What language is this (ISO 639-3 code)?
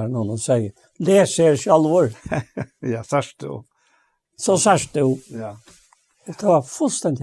fao